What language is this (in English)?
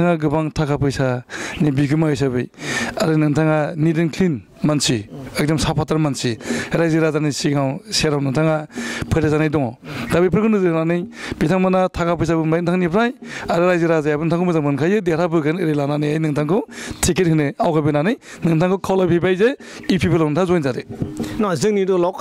Bodo